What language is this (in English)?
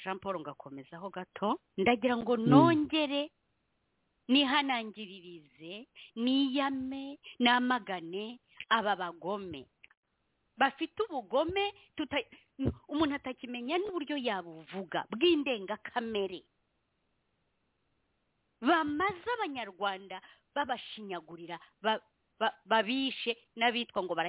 Kinyarwanda